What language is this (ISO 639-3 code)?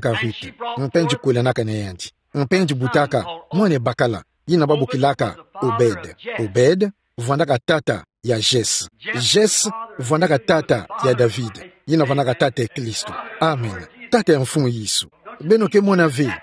ktu